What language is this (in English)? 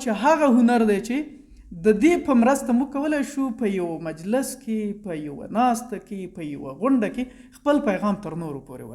Pashto